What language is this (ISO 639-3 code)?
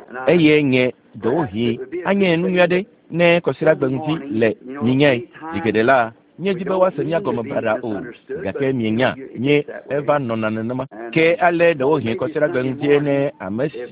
ewe